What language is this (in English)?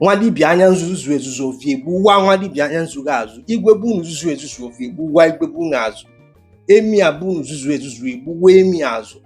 Igbo